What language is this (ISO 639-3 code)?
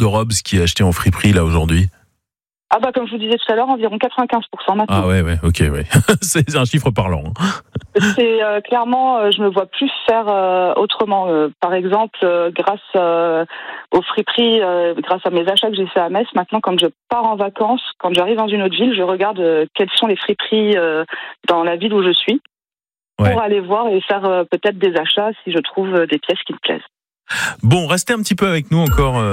fra